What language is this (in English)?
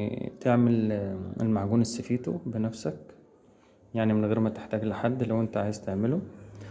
Egyptian Arabic